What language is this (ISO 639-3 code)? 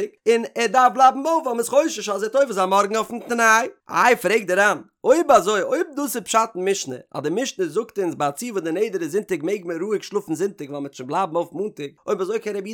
yid